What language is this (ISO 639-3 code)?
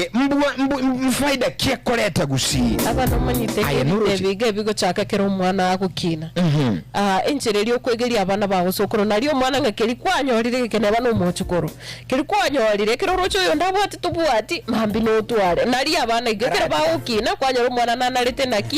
guz